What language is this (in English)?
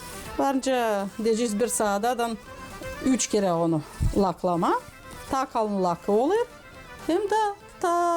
Gagauz